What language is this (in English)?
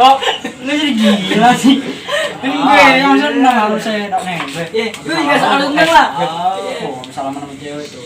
Betawi